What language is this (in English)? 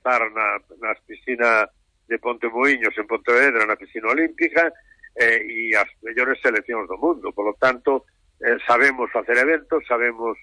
Galician